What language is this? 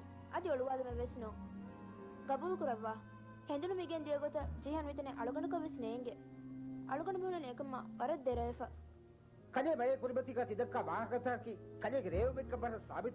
Divehi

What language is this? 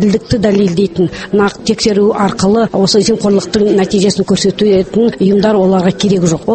Kazakh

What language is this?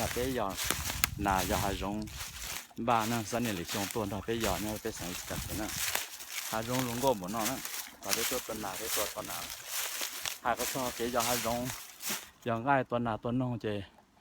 Hmong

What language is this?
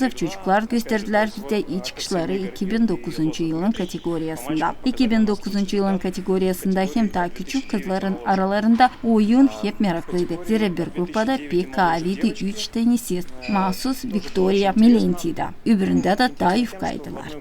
Gagauz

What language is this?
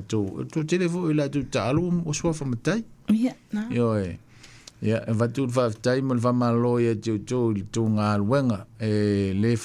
Samoan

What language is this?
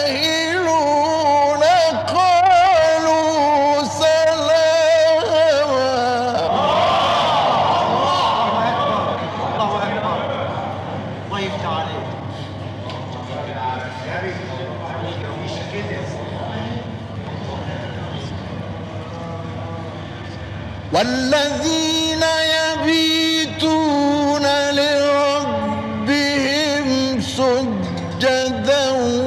Arabic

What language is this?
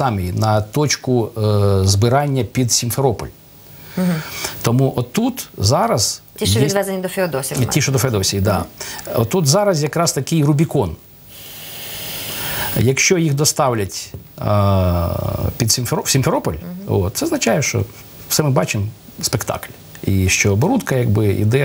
Ukrainian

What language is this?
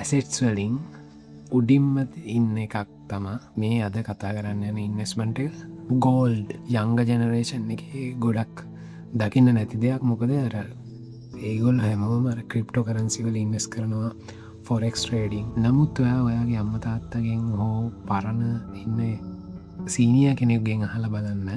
Sinhala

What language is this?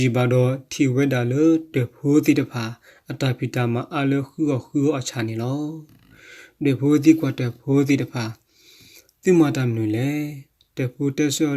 S'gaw Karen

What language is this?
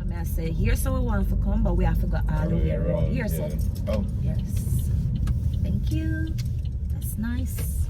Jamaican Creole English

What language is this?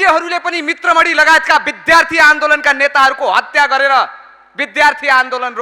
Nepali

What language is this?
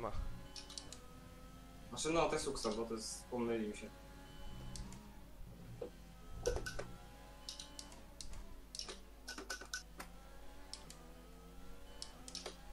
Polish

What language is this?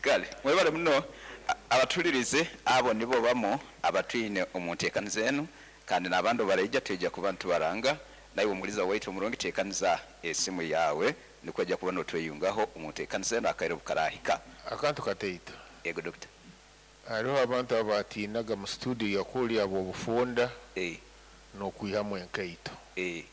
Nyoro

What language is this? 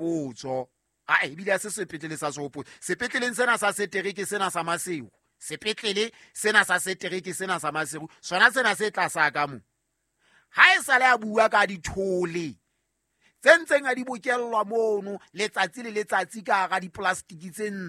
Southern Sotho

